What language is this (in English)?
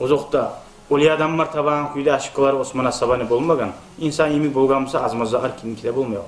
Kumyk